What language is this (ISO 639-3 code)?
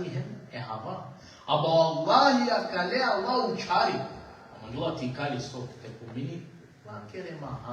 rmn